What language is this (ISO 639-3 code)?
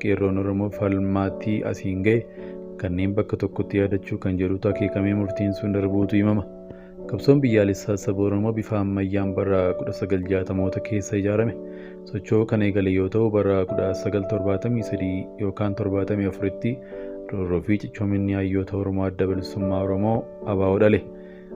orm